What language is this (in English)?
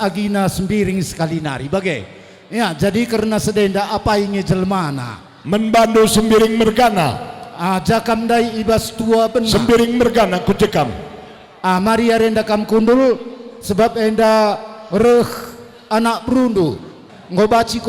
Batak Karo